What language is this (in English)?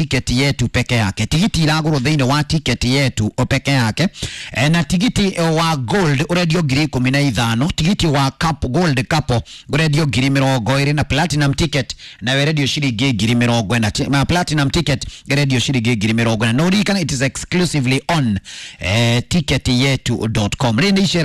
Kikuyu